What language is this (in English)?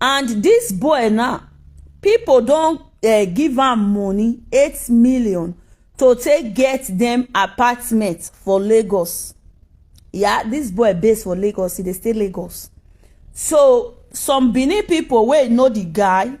Nigerian Pidgin